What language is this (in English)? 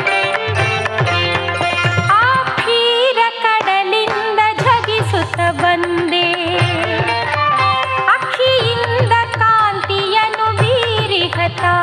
Kannada